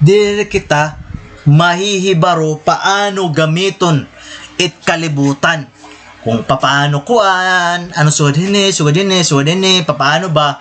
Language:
Waray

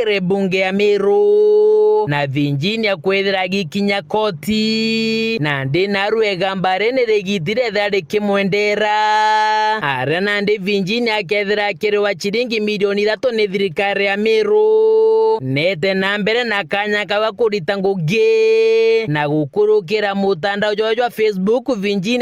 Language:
Meru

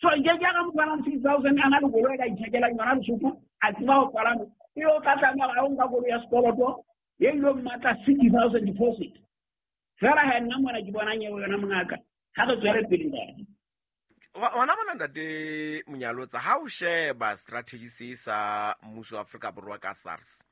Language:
Southern Sotho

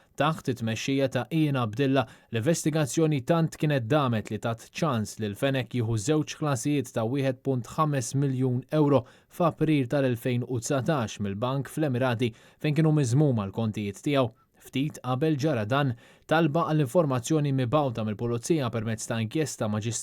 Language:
Maltese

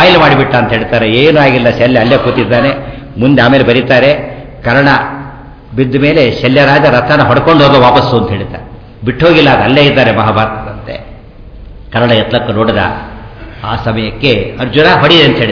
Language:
Kannada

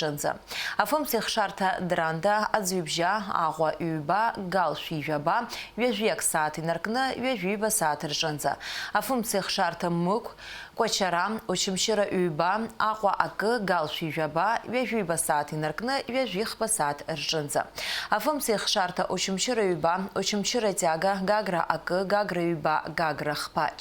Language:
Abkhazian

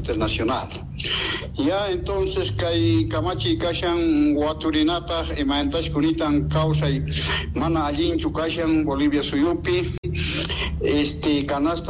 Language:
Quechua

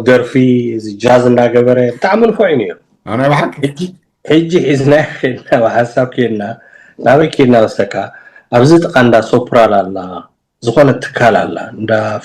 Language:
Tigrinya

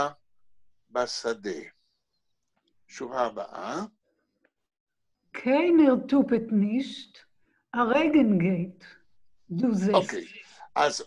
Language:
Hebrew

